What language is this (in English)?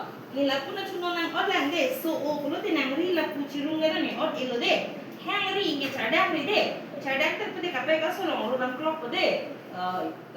Karbi